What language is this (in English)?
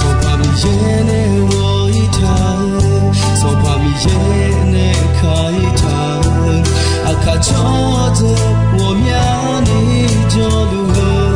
Akha